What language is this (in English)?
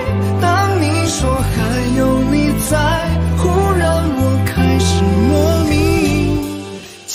Chinese